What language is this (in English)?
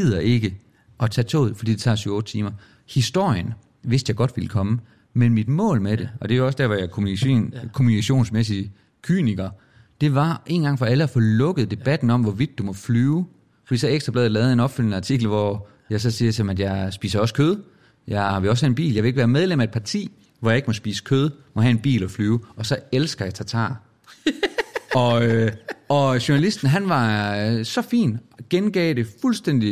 Danish